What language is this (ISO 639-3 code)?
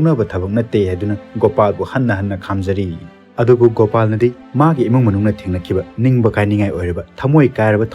mni